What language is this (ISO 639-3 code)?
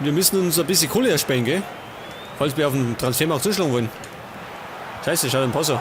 bar